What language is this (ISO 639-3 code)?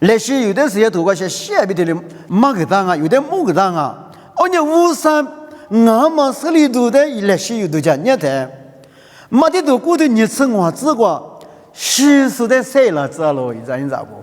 lis